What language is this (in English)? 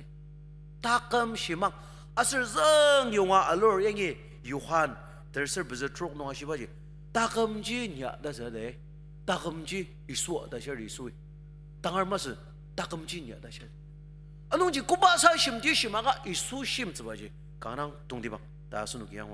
Ao Naga